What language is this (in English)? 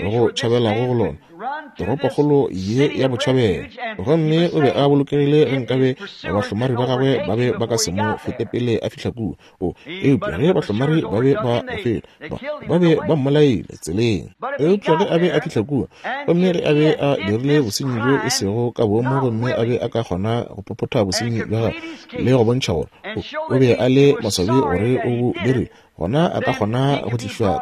Northern Sotho